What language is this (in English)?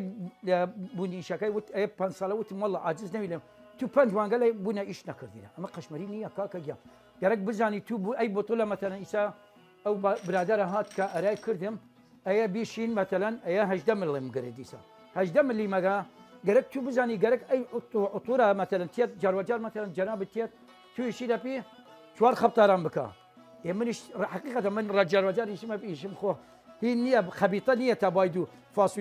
Southern Kurdish